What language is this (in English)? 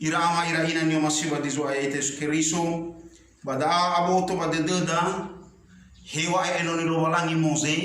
Nias